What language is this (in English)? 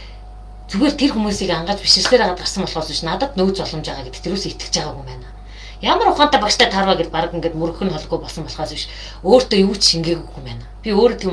Mongolian